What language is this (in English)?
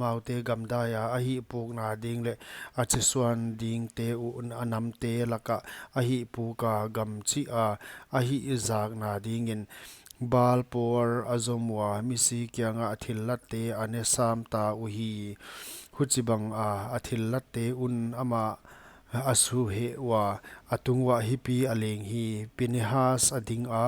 Paite Chin